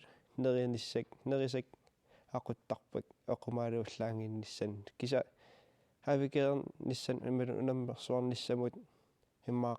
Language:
Kalaallisut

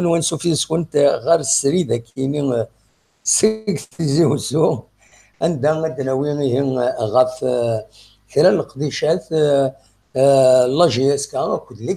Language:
Kabyle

